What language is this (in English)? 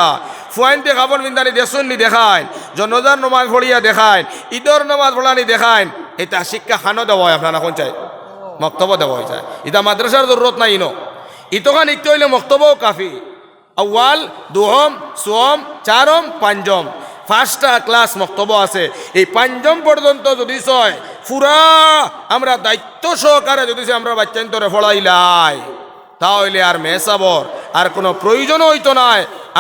Sylheti